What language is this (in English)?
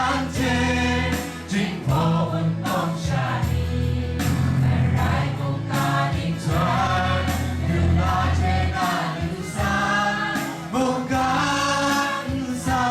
Kachin